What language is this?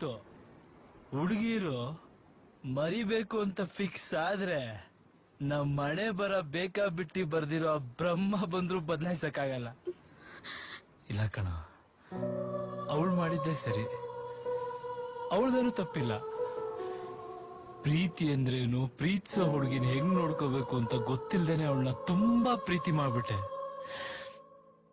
Kannada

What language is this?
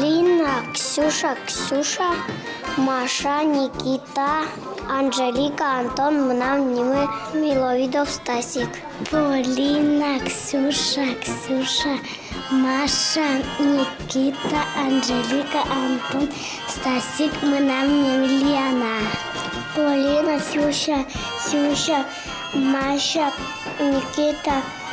Udmurt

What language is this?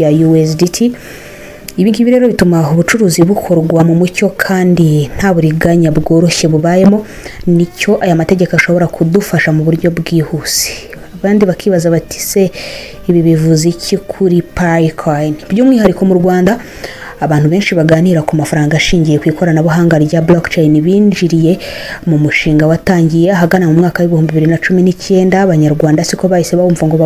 Kinyarwanda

